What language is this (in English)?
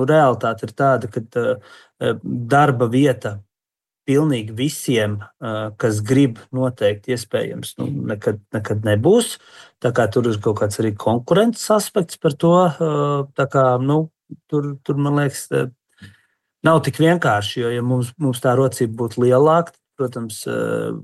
Latvian